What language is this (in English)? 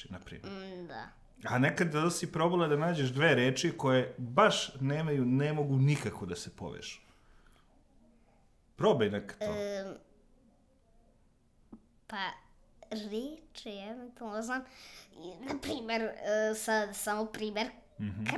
Serbian